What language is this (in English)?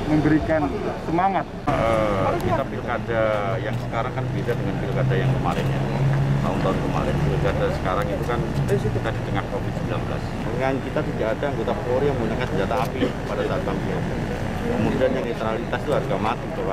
Indonesian